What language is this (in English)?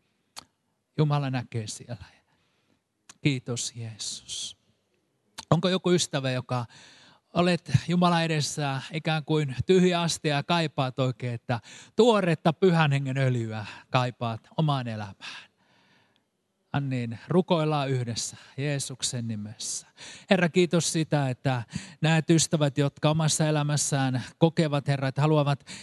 Finnish